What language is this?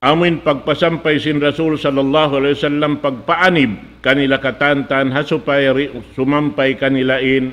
Tausug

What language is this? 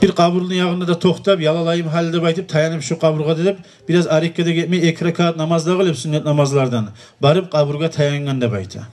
Kumyk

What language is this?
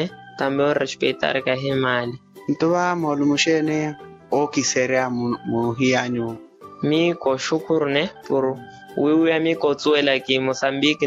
Makhuwa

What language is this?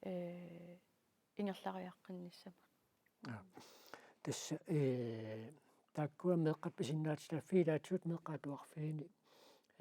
Kalaallisut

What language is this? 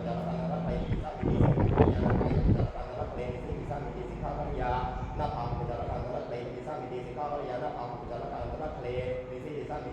Pali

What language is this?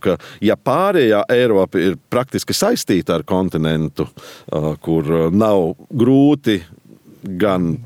Latvian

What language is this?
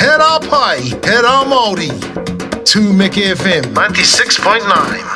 Māori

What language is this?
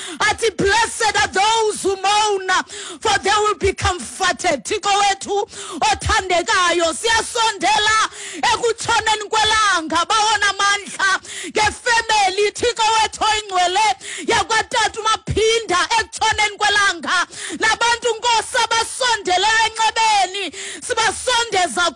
Xhosa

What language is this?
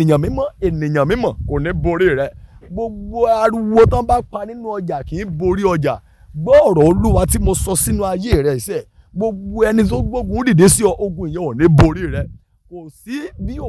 Yoruba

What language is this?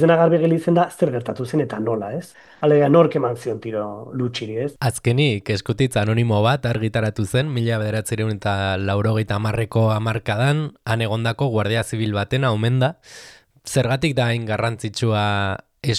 Basque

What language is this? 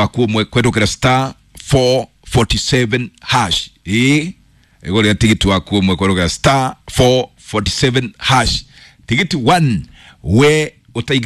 Kikuyu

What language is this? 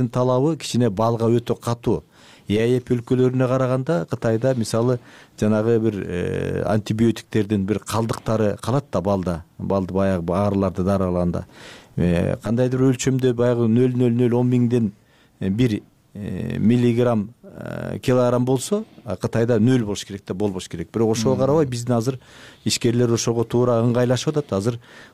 Kyrgyz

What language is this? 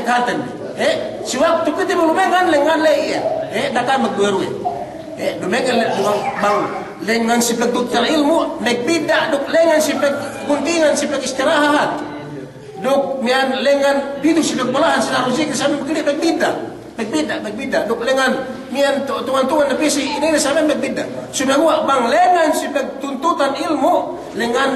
Yakan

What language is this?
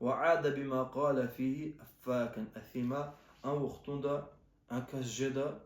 Lezghian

